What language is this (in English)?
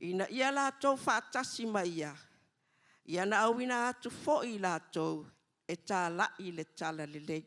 Samoan